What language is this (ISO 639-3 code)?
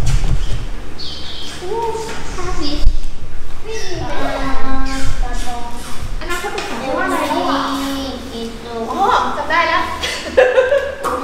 tha